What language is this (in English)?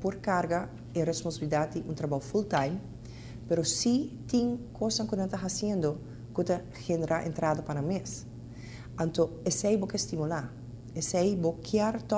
Papiamento